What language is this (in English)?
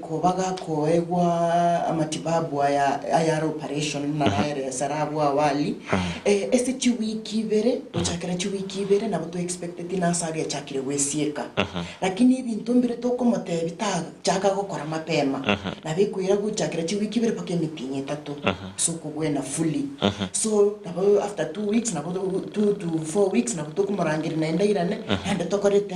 Gusii